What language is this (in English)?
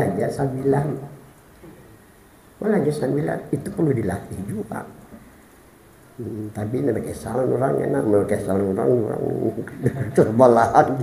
Indonesian